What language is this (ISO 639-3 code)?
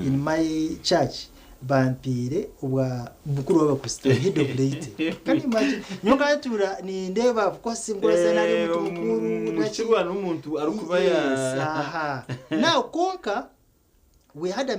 nyn